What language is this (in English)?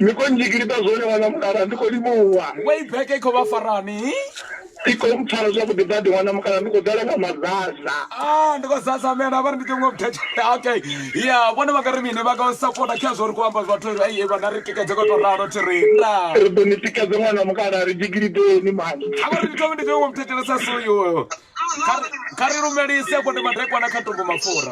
Venda